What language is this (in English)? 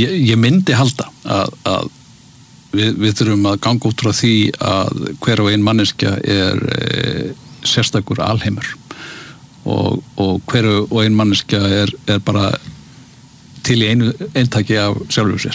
Icelandic